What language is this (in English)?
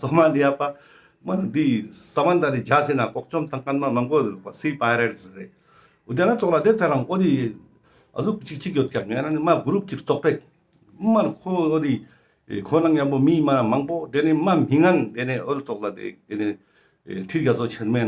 Ladakhi